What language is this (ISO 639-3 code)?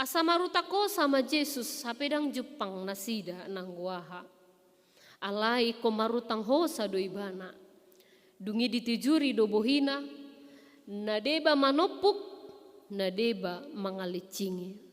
bbc